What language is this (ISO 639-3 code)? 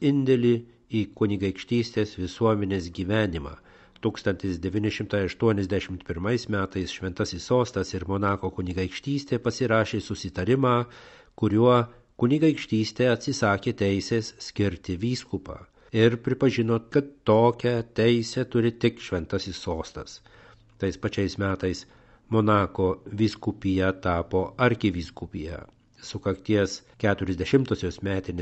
lit